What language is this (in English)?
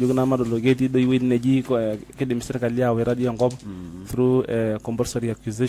Masai